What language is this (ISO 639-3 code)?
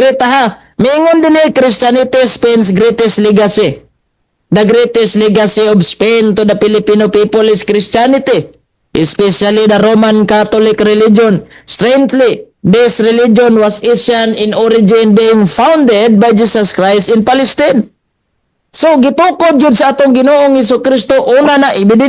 ceb